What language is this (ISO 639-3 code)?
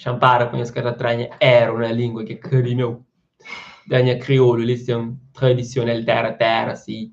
kea